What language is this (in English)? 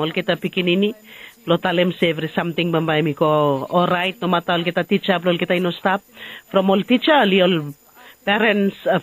Bislama